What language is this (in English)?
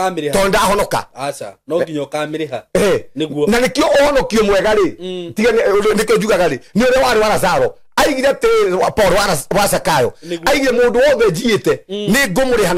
Kikuyu